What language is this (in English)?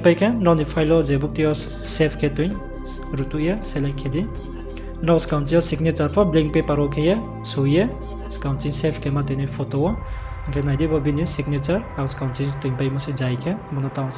Riang (India)